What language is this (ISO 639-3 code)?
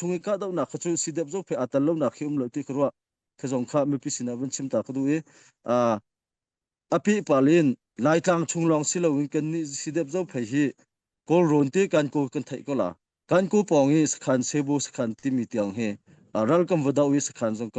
cnh